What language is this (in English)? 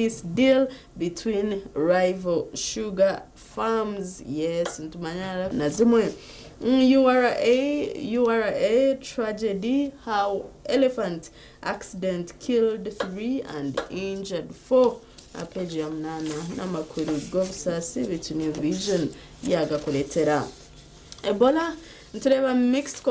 Nyankole